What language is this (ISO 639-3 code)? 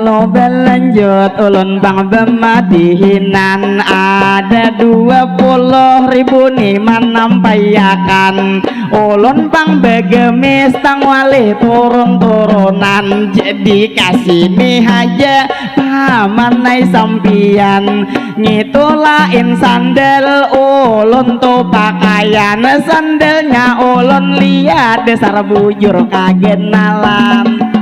bjn